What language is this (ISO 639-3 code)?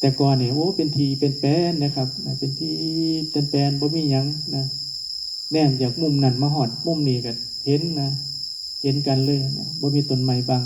tts